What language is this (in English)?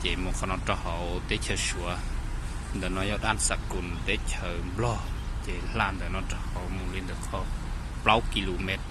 Hmong